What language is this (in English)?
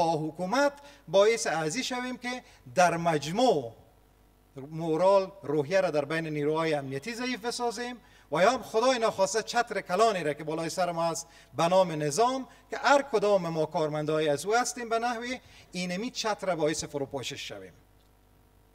Persian